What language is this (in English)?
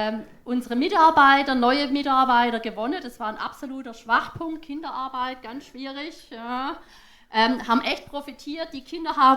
Swiss German